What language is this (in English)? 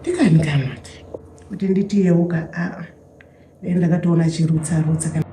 Shona